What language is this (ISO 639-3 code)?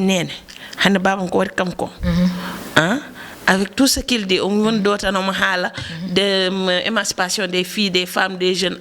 ful